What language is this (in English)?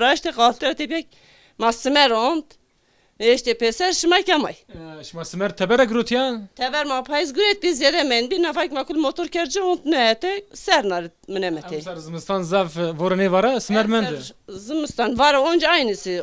Zaza